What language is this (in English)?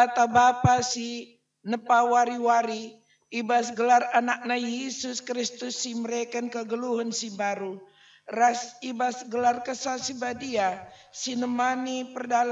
Batak Karo